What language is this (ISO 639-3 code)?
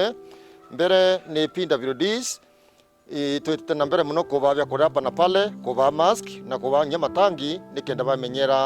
mer